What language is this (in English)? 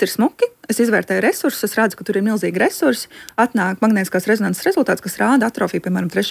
Latvian